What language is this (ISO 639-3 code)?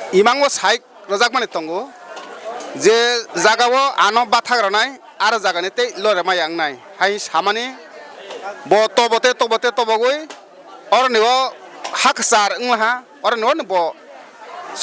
trp